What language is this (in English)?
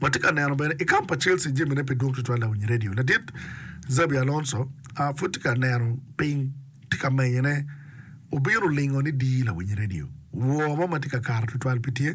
Acoli